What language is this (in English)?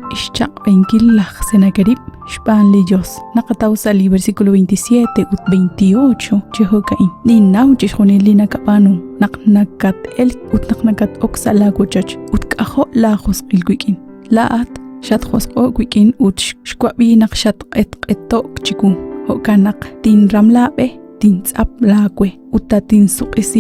Kekchí